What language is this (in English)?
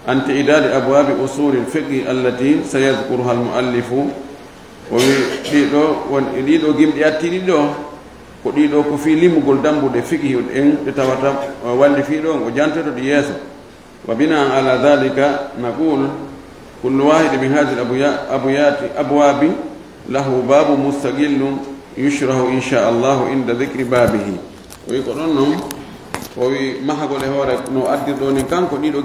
Fula